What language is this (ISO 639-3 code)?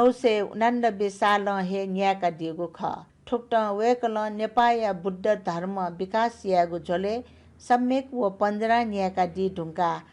new